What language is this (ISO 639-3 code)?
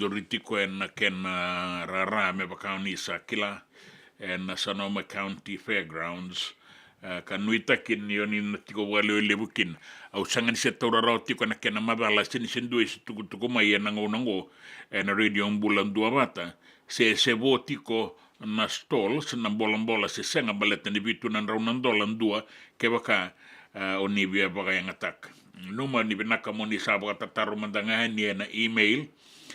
fij